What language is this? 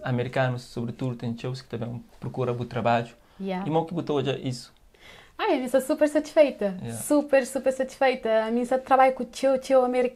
Kabuverdianu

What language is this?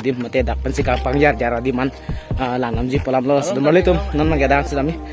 Karbi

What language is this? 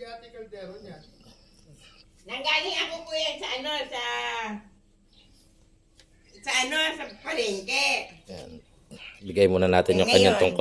Filipino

